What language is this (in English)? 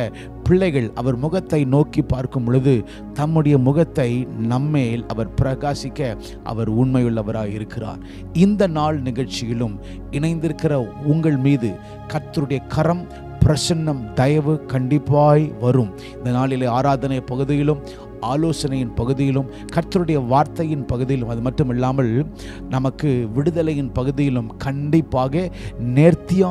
Tamil